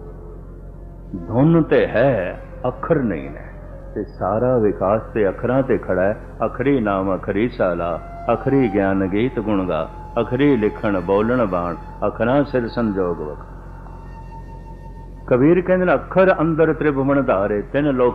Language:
Punjabi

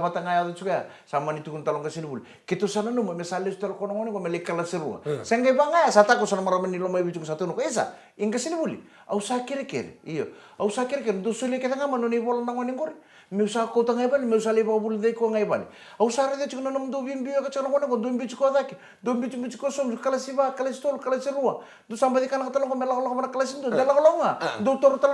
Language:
Fijian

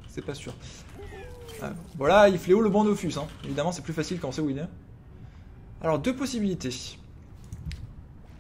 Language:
French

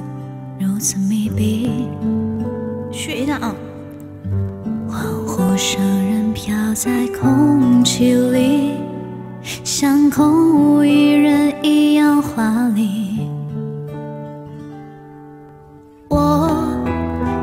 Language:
Chinese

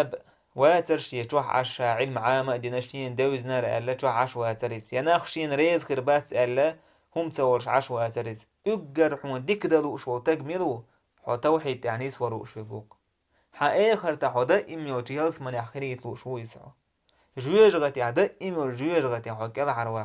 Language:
Chechen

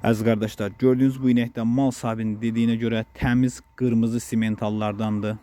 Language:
Azerbaijani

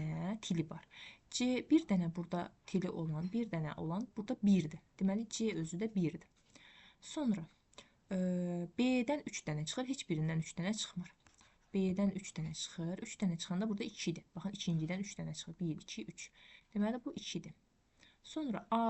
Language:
Azerbaijani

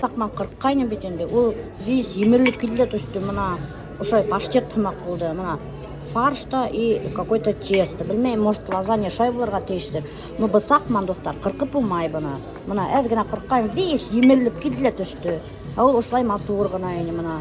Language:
Bashkir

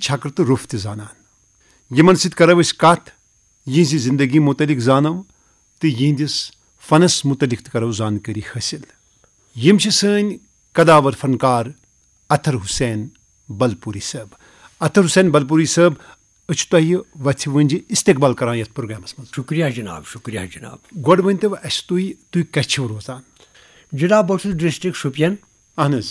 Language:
Kashmiri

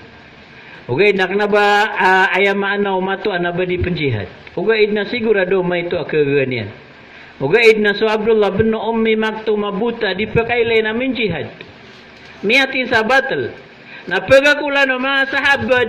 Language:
Maranao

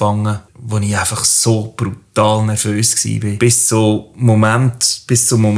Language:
Swiss German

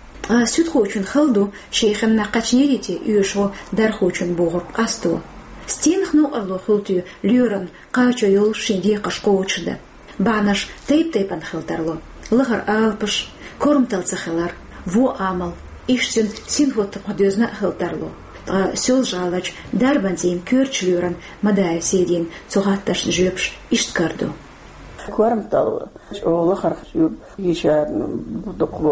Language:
Chechen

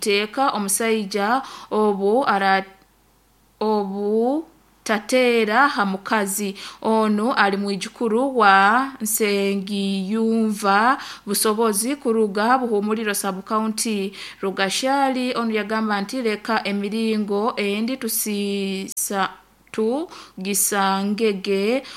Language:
Nyoro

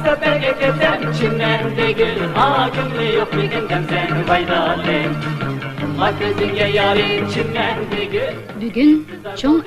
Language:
Uyghur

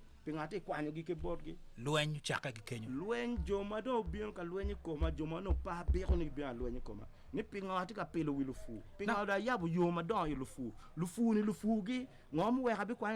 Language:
Acoli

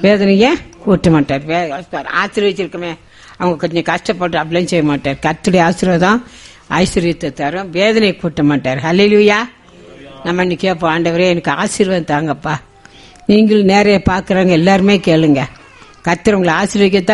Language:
Tamil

